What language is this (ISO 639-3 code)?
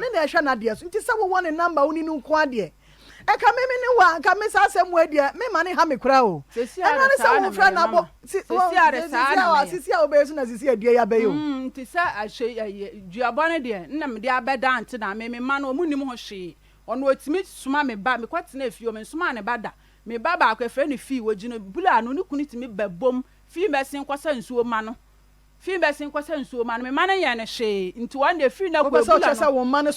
aka